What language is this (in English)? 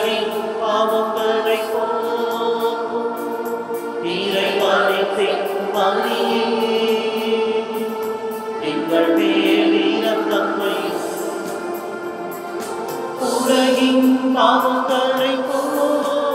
Tamil